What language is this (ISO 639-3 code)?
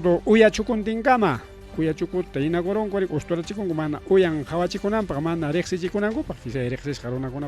quy